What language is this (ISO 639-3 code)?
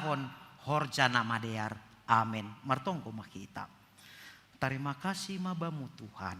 bts